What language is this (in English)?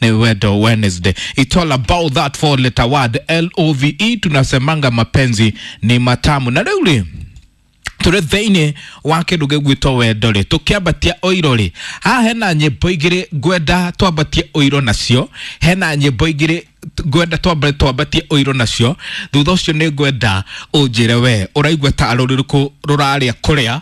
Kikuyu